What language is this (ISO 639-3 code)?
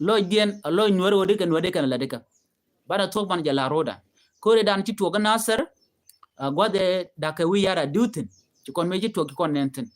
nus